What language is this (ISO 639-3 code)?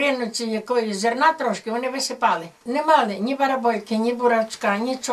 ukr